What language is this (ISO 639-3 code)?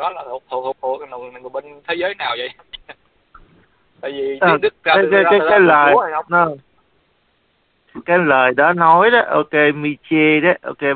vie